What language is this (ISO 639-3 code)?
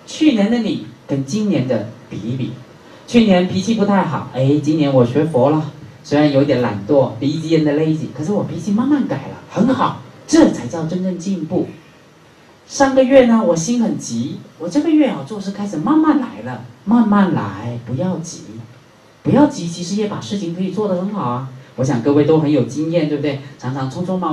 zho